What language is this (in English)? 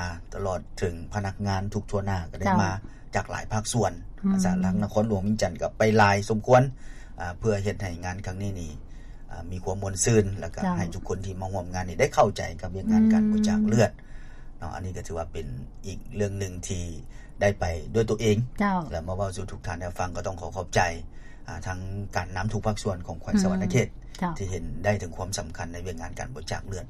Lao